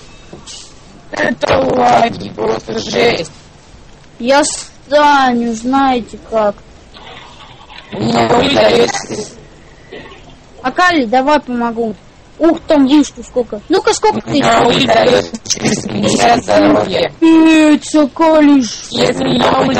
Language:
Russian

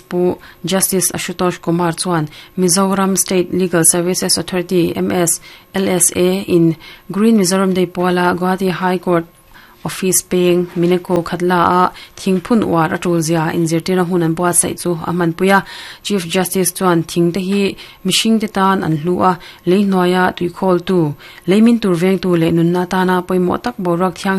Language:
Mizo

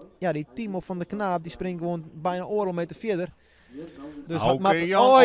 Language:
Western Frisian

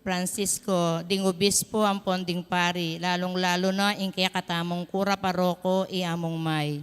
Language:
Pampanga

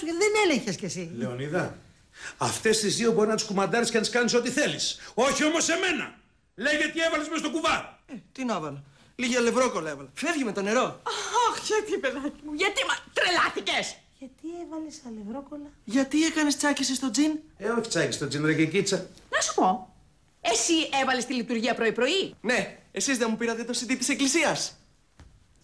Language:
Greek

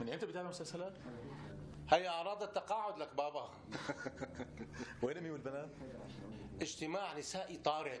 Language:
North Levantine Arabic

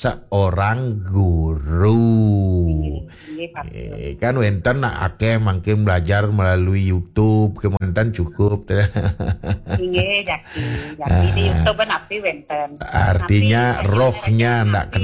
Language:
Balinese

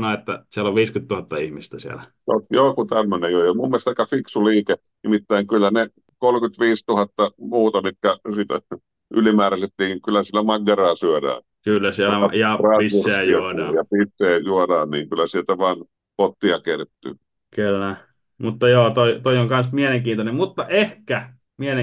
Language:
Finnish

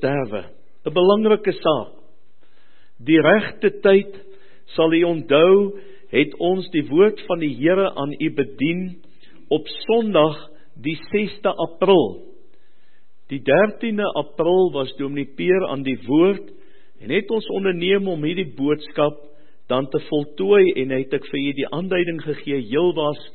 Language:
Afrikaans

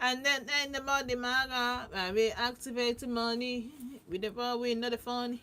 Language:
Igbo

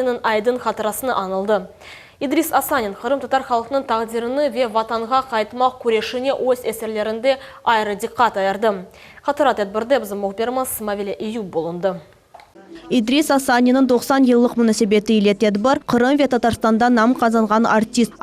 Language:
Crimean Tatar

